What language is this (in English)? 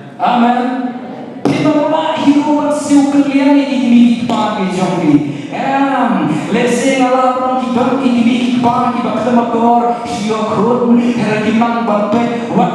Khasi